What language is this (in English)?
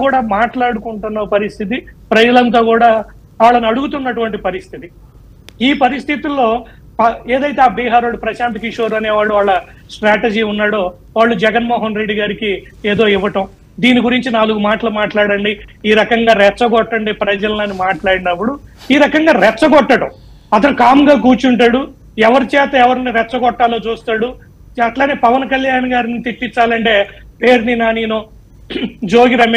Telugu